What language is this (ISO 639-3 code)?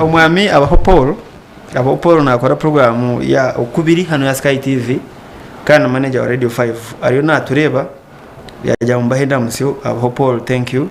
nyn